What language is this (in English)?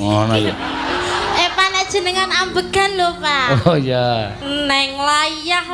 Javanese